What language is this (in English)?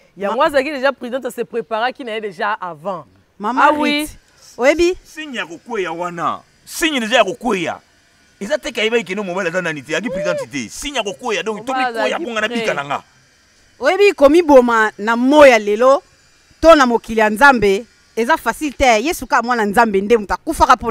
Lingala